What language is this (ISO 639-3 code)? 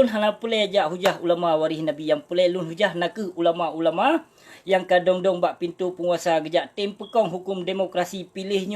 ace